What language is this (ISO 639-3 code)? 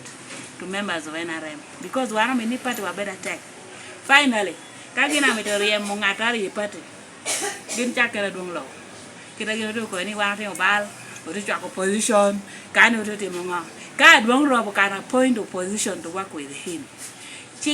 laj